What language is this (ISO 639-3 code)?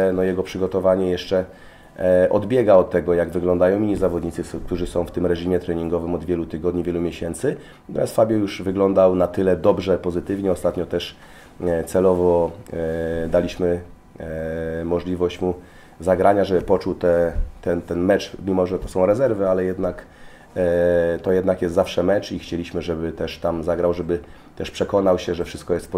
pol